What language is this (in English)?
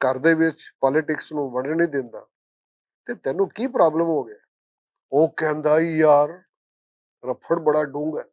Western Panjabi